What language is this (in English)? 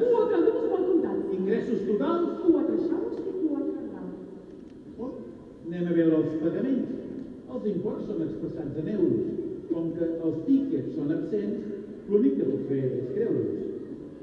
Catalan